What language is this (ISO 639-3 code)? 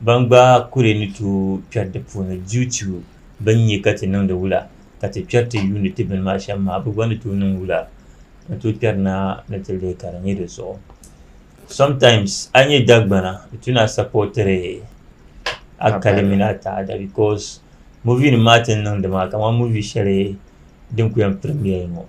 dag